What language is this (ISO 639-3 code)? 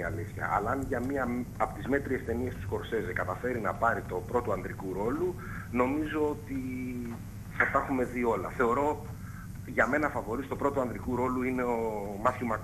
ell